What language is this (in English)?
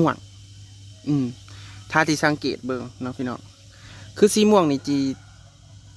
Northeastern Thai